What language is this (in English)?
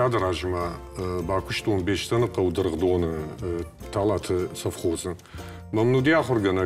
Ossetic